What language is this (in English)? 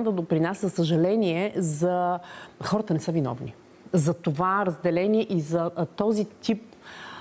Bulgarian